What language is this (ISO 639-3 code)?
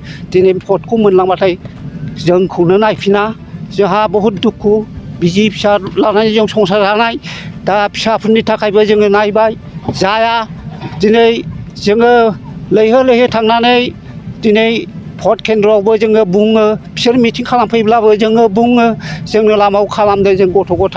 brx